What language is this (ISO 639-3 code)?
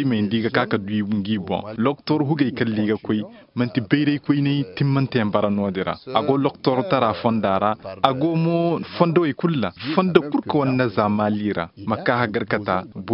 ses